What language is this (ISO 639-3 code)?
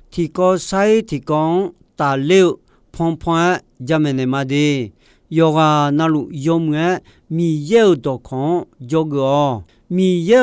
ahk